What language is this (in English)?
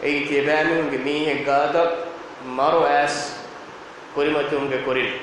Divehi